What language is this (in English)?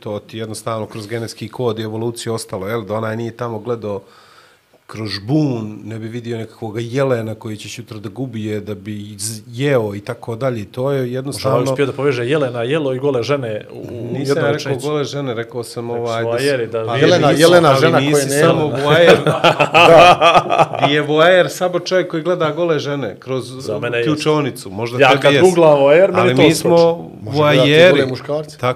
Bosnian